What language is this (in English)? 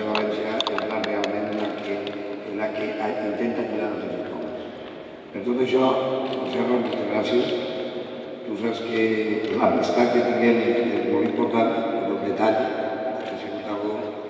Catalan